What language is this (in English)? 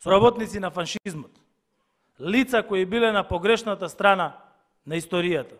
Macedonian